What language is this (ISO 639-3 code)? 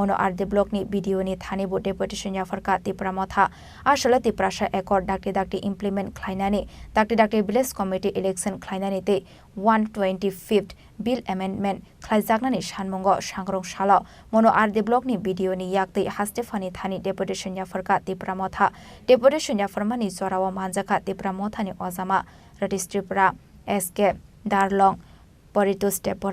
trp